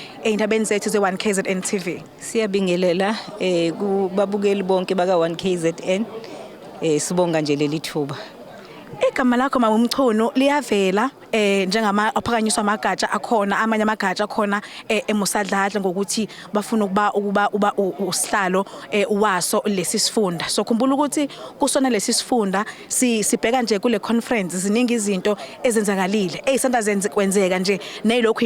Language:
Zulu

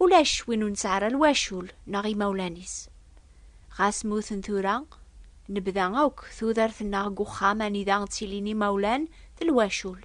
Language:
Kabyle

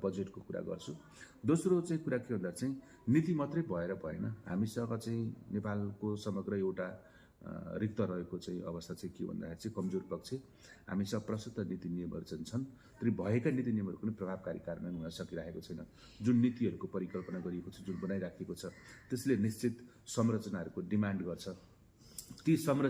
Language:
Nepali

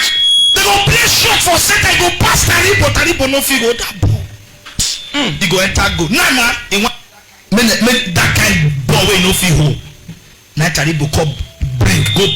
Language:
Nigerian Pidgin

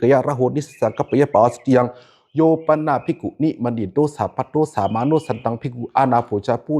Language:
Pali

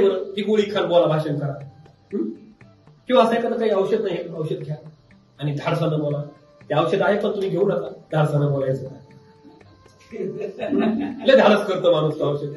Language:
Marathi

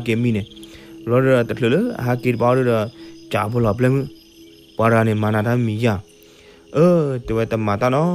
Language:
S'gaw Karen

